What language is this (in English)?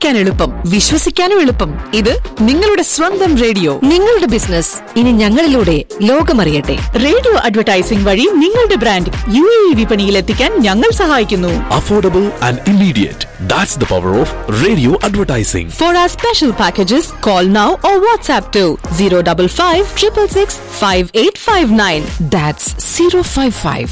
Malayalam